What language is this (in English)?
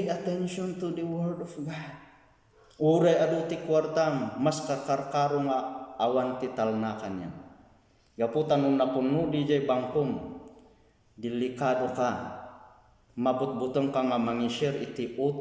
Iloko